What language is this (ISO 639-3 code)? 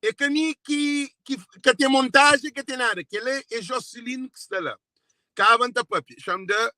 kea